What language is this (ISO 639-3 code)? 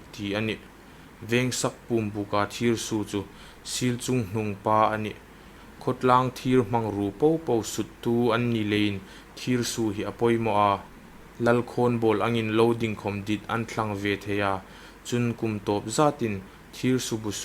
hmr